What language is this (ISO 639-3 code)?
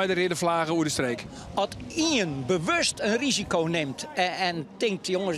fry